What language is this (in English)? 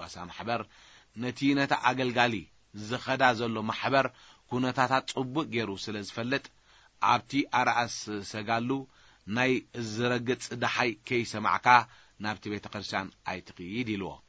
Tigrinya